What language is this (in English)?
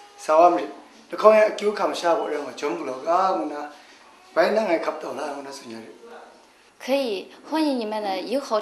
Kachin